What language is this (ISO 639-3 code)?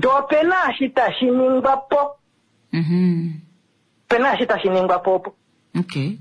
kua